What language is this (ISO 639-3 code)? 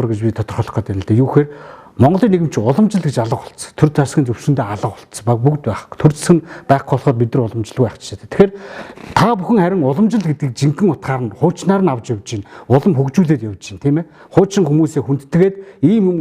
mon